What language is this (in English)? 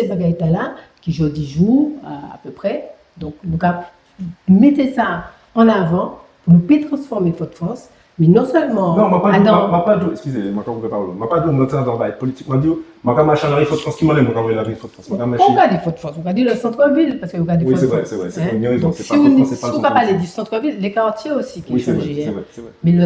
Guadeloupean Creole French